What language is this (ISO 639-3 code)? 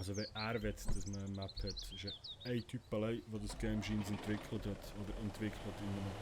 gsw